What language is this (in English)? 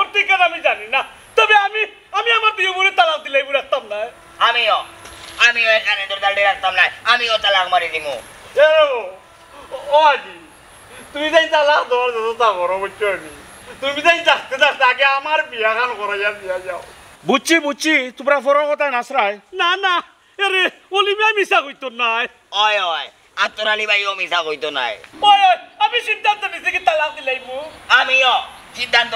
Sylheti